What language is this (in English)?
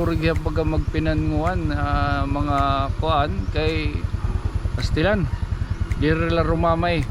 Waray